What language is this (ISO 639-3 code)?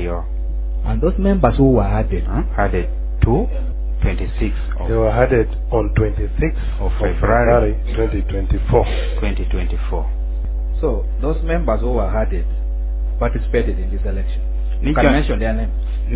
laj